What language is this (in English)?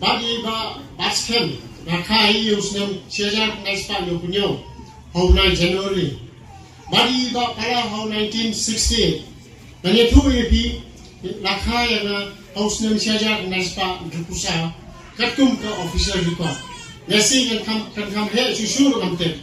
Khasi